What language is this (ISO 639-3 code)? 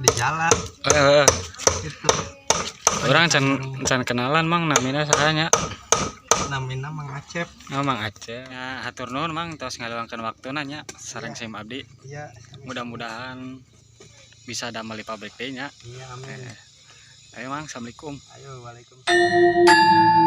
sun